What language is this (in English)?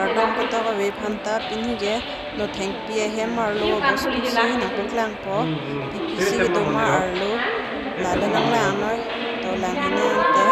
Karbi